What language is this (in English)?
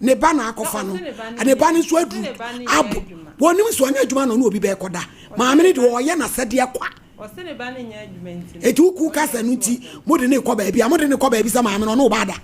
Akan